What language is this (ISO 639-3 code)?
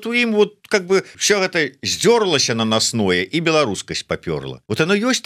bel